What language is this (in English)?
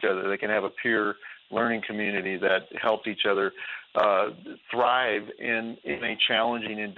English